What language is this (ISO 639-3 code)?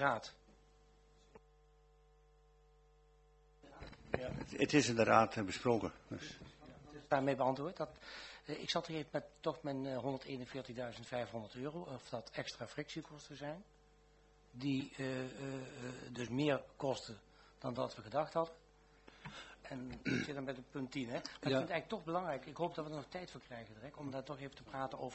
nld